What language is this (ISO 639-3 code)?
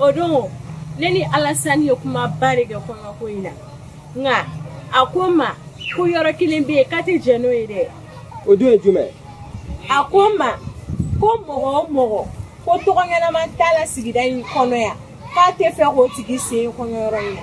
bam